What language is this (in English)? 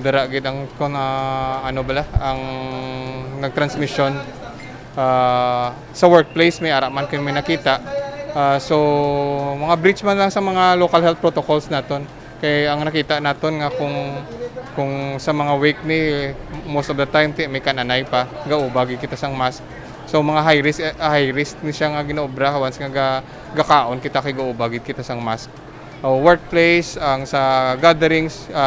Hiligaynon